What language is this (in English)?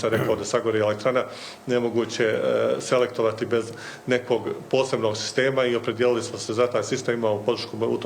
Bosnian